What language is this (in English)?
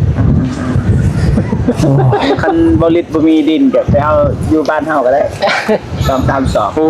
Lao